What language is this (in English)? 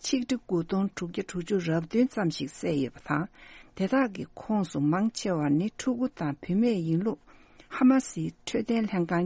Tibetan